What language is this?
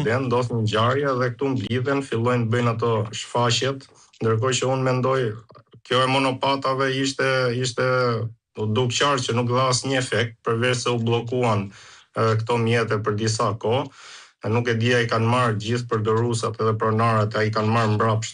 Albanian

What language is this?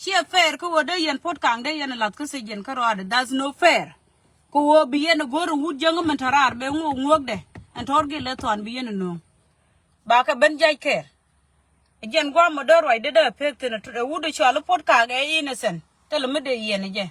Nuer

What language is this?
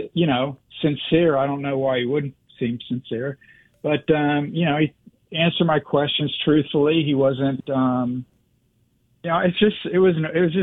English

